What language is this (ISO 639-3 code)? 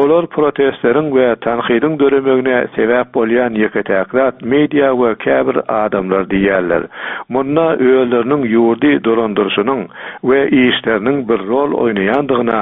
tuk